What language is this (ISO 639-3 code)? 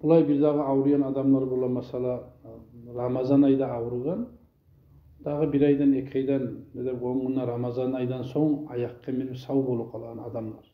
kum